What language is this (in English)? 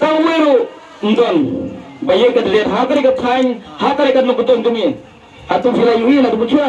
Khasi